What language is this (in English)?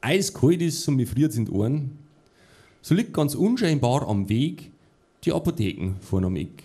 Bavarian